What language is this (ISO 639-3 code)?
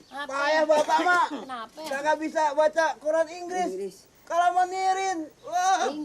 bew